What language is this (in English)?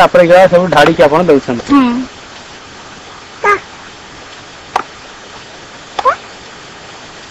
Odia